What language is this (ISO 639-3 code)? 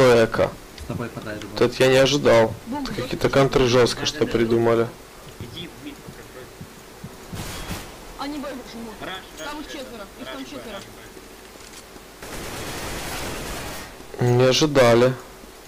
rus